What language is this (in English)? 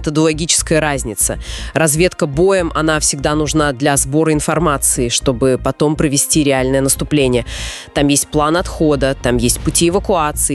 Russian